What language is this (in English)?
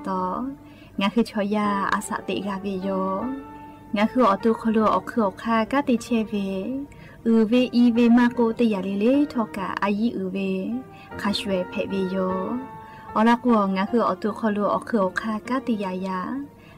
Lahu